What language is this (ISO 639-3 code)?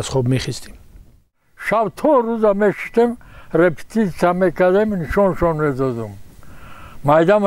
tgk